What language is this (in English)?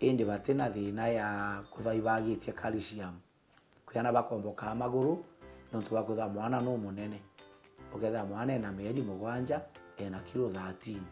Meru